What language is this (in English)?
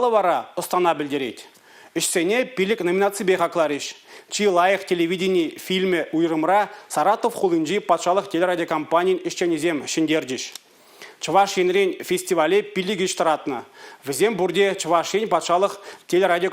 Chuvash